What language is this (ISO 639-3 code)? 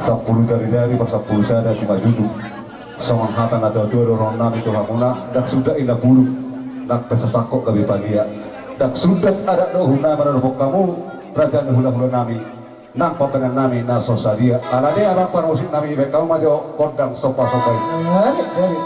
bbc